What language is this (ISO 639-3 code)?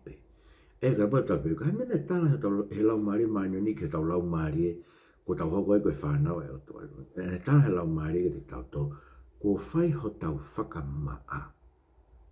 ton